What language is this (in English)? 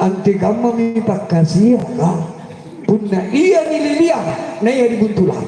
Makasar